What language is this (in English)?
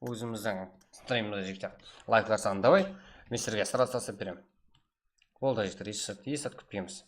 Kara-Kalpak